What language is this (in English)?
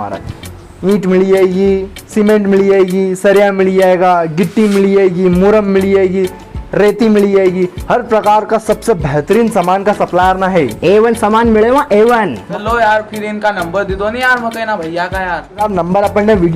Rajasthani